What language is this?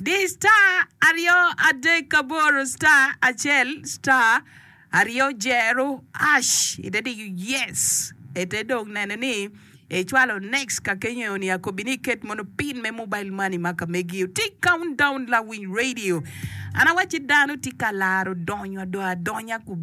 Acoli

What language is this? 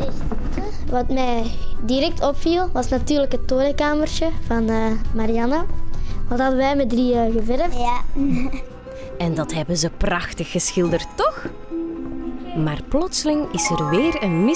Dutch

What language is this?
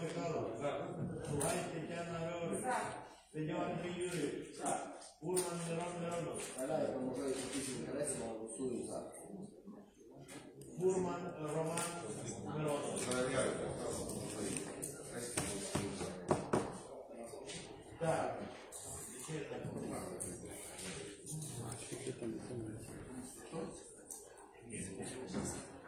Ukrainian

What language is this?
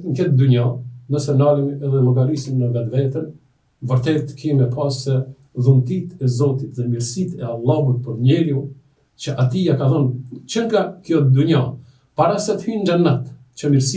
Albanian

